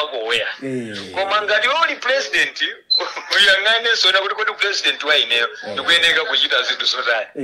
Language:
Nyanja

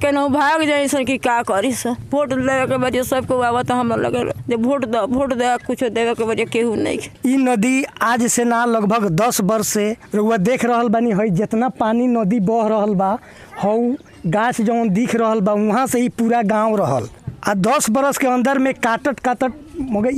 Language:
Bhojpuri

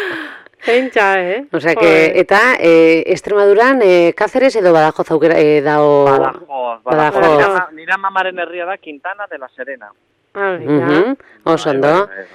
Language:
Basque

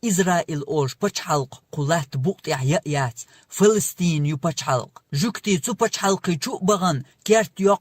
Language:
Chechen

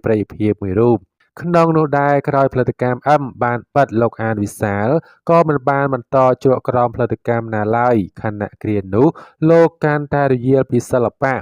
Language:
Khmer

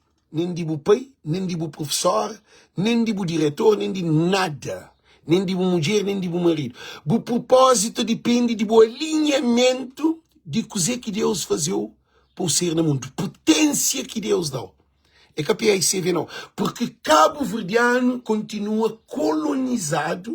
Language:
Kabuverdianu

